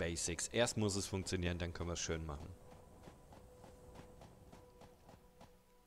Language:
German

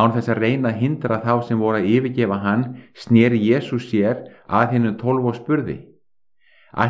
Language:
Icelandic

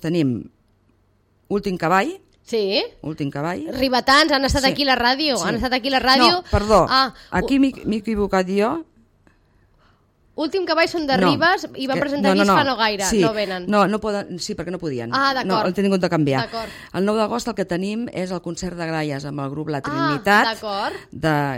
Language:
Catalan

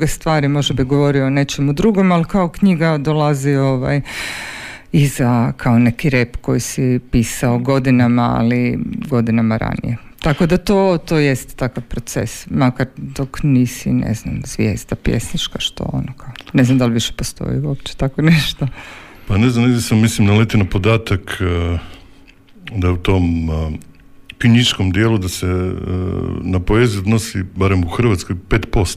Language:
Croatian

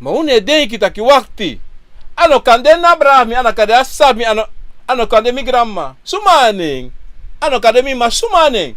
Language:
Sranan Tongo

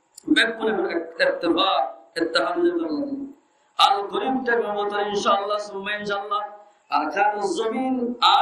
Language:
Rohingya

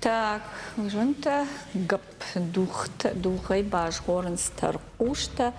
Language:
Ossetic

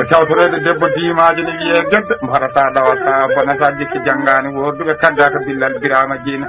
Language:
Fula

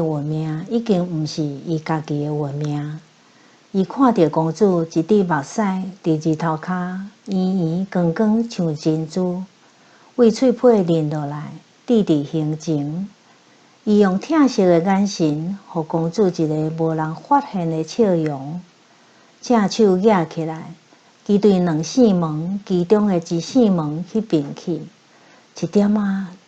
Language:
Min Nan Chinese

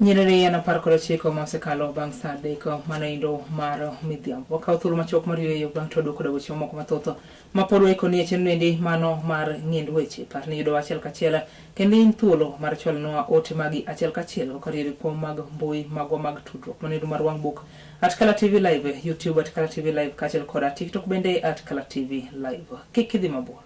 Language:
Luo (Kenya and Tanzania)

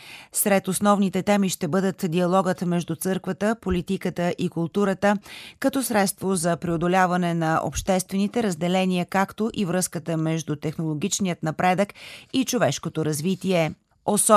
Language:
Bulgarian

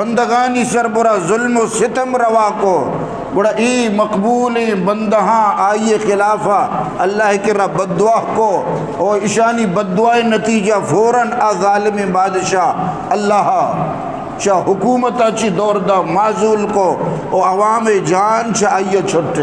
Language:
Eastern Balochi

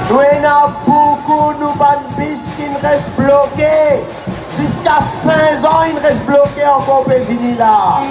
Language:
Morisyen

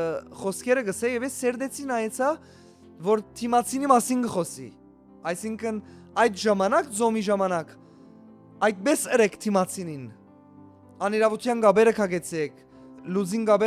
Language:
Western Armenian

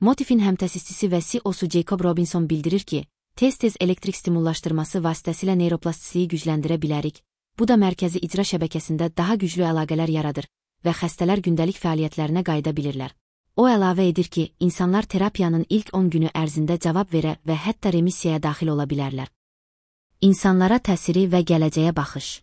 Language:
Azerbaijani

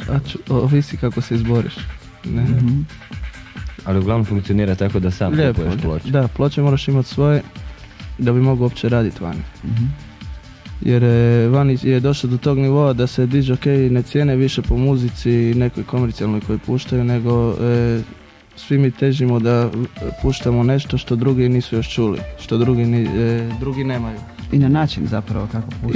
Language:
Croatian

